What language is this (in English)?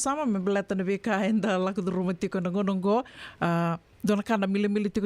Fijian